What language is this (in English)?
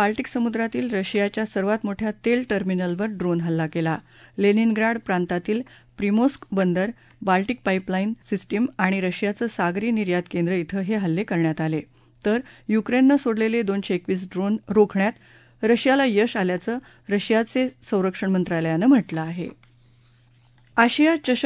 Marathi